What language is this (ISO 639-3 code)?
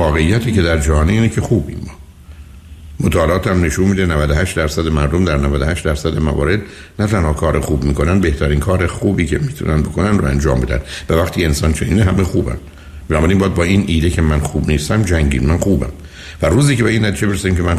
fas